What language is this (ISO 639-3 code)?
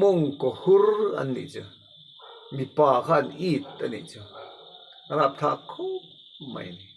lus